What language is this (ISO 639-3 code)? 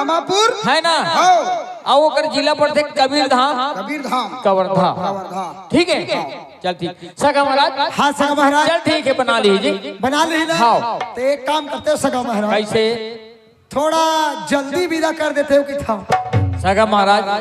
hne